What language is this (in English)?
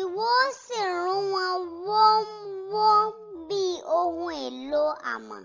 Yoruba